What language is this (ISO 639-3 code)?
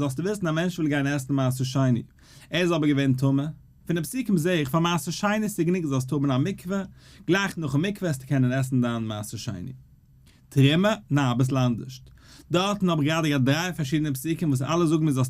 yid